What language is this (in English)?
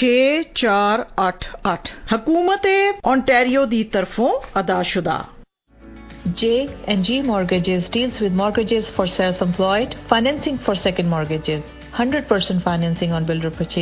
Punjabi